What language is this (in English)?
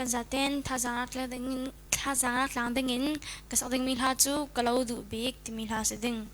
Falam Chin